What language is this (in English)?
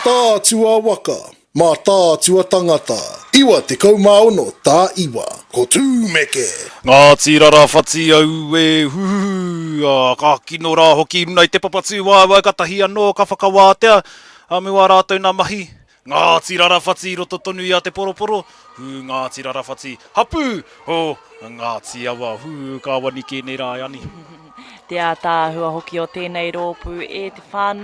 Māori